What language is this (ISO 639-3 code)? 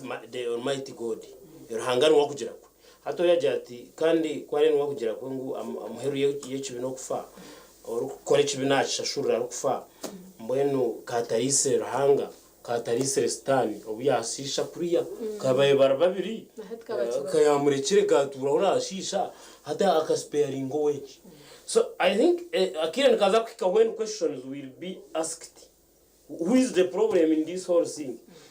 nyn